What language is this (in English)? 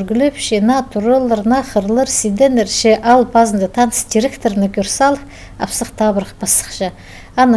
Khakas